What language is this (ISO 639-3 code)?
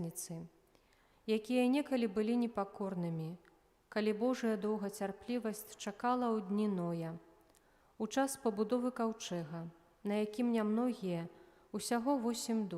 bel